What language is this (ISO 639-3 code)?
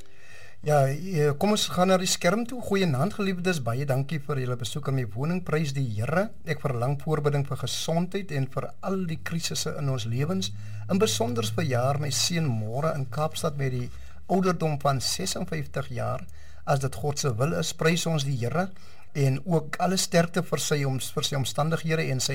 afr